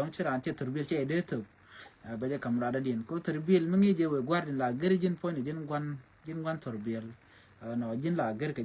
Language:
Nuer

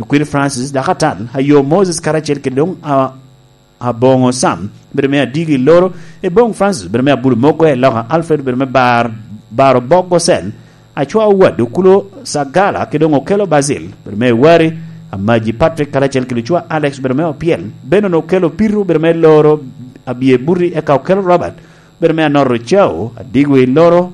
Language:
Lango (Uganda)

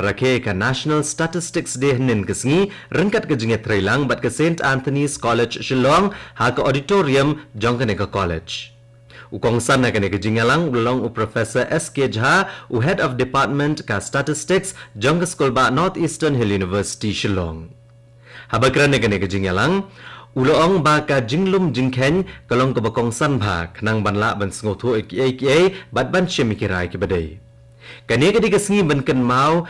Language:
Khasi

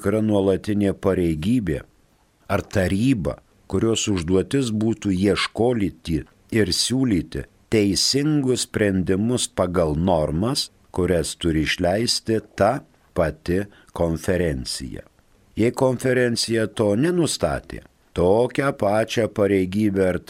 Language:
Lithuanian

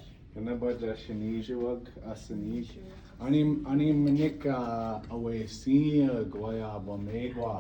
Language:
Chippewa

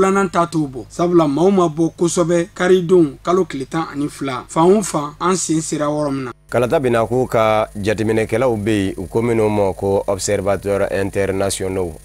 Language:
Bambara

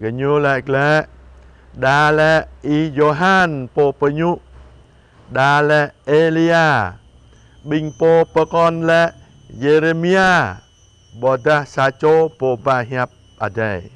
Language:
Jarai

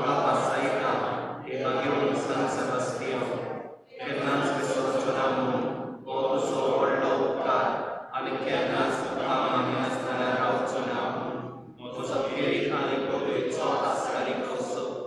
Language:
Konkani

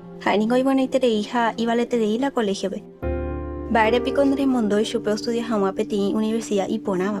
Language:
Guarani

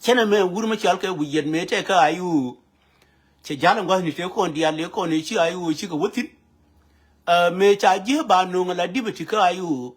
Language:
Nuer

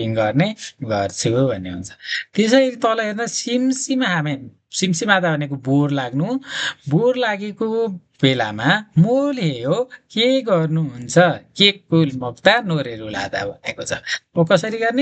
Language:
Nepali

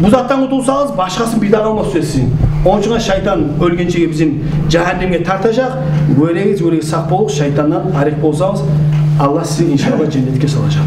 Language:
Kumyk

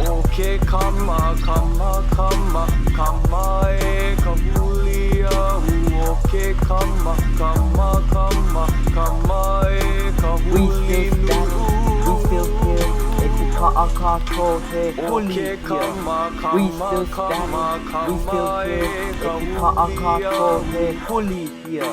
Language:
Hawaiian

